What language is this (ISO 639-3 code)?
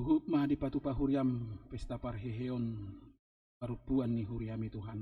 bbc